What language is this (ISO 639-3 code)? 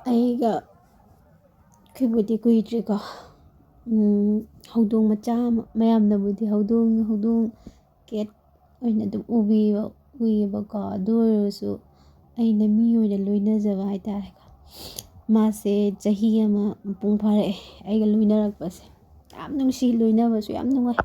mni